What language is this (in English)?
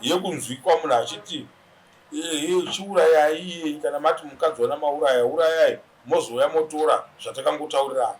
Shona